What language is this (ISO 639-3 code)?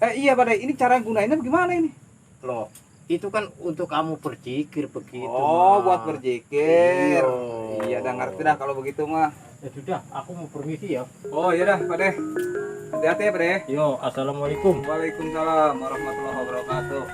bew